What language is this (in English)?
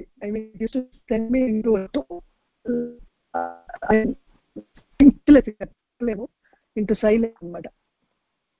Telugu